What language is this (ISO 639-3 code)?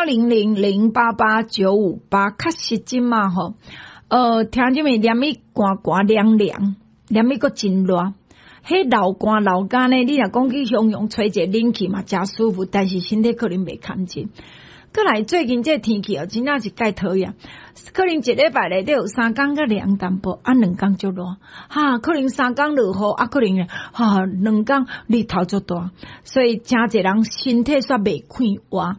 nan